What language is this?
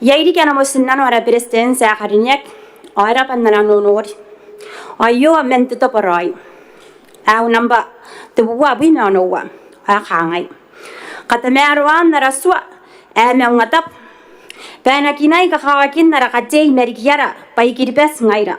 Gilbertese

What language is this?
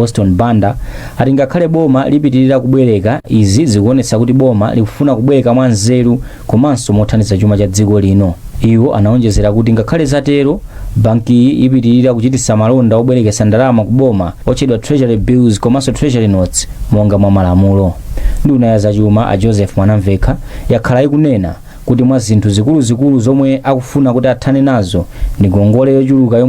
Nyanja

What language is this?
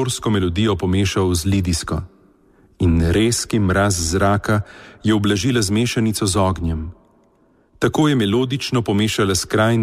Slovenian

